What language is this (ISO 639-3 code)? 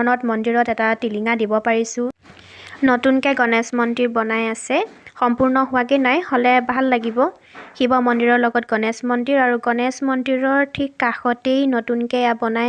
asm